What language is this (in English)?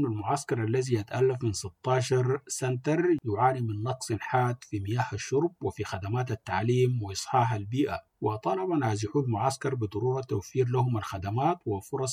Sudanese Arabic